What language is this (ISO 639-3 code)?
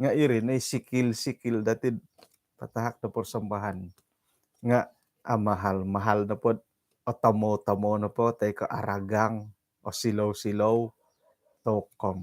dtp